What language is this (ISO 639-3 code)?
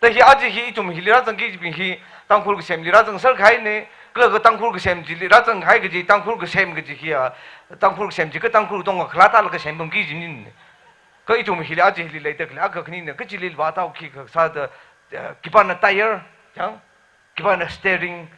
nmf